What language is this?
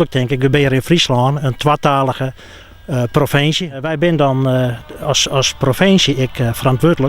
Western Frisian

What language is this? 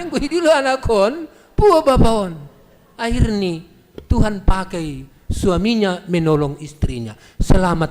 Batak Simalungun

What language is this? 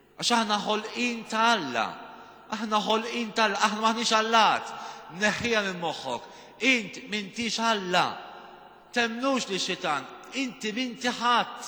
Maltese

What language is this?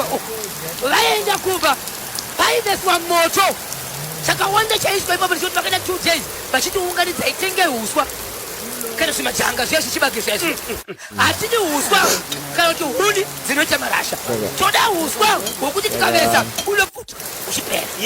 Shona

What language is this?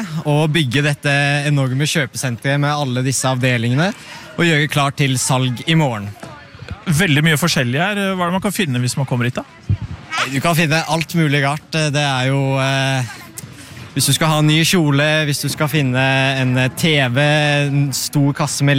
Norwegian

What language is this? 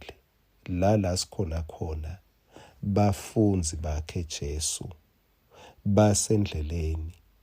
Swati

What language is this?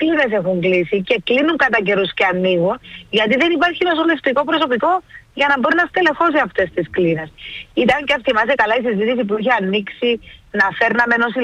Greek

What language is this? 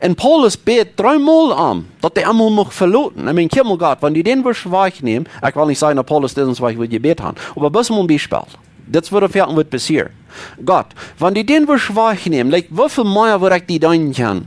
Plautdietsch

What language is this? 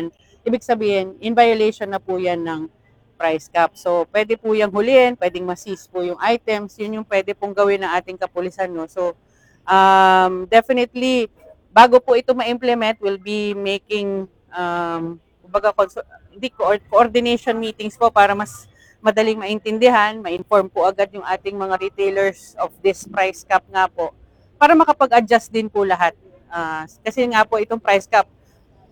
Filipino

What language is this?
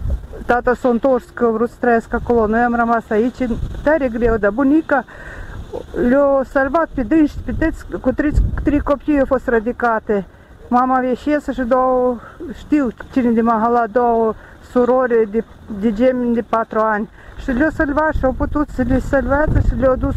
Romanian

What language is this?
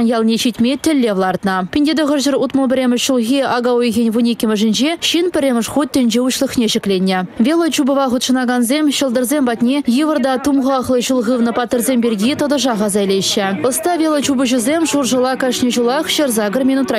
Chuvash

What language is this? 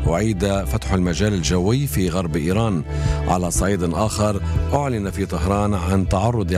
Arabic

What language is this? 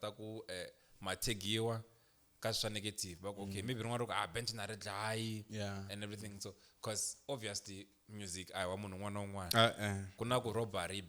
Tsonga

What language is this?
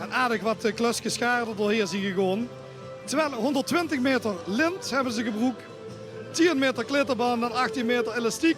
Limburgish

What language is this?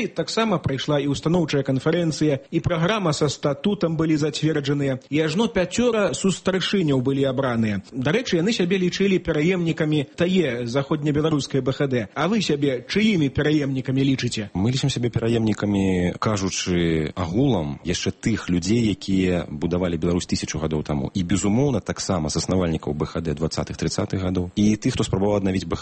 Belarusian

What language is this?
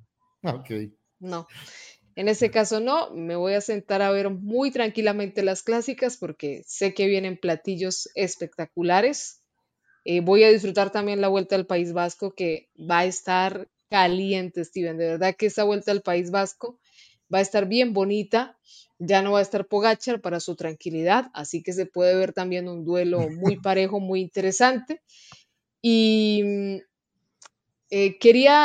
Spanish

